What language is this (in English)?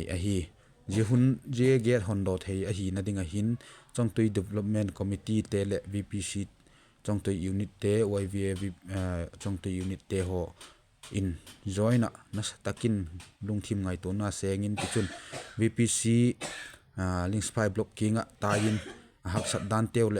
Vaiphei